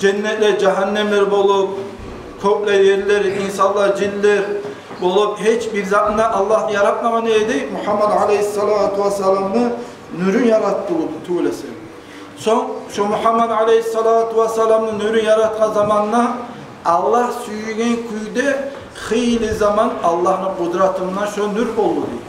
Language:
Kumyk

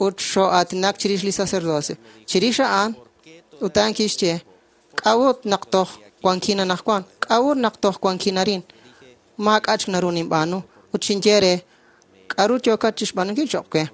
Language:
Kekchí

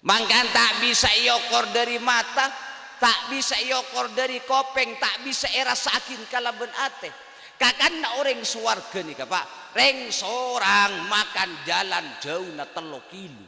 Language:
Madurese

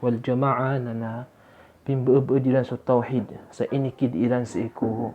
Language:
Maranao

